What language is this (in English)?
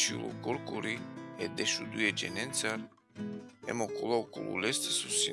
Balkan Romani